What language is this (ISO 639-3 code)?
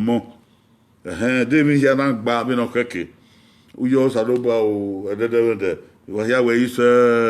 bin